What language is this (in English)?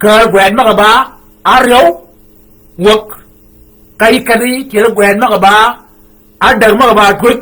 Shilluk